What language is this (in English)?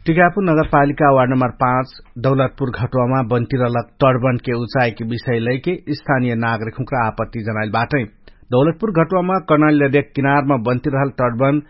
Dangaura Tharu